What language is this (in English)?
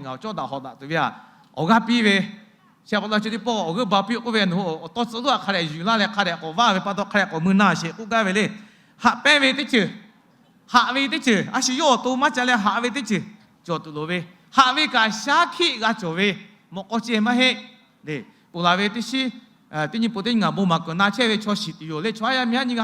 Lahu